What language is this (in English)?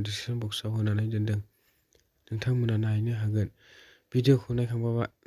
Bodo